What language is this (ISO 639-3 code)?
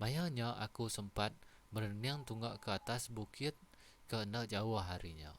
iba